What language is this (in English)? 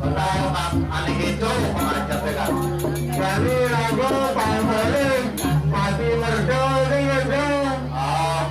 Balinese